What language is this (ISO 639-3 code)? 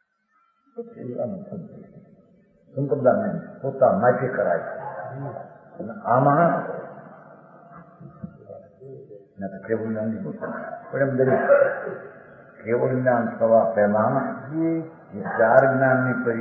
guj